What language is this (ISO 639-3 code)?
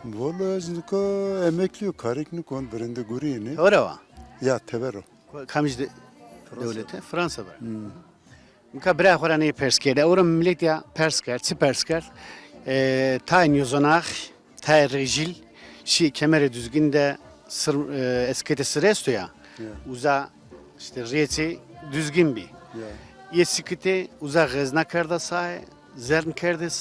zza